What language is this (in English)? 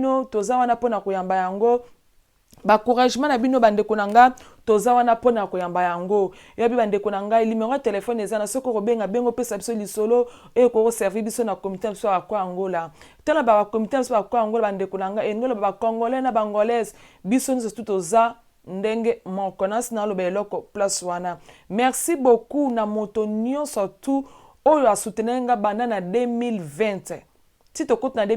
Lingala